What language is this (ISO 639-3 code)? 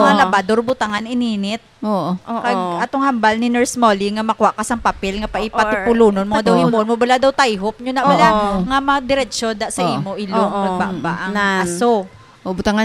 hil